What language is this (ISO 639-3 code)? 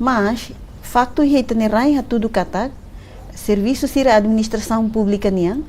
tet